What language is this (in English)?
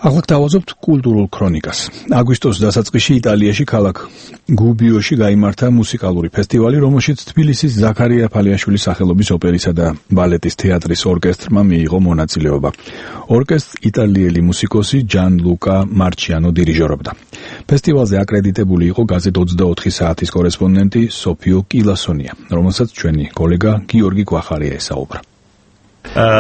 Georgian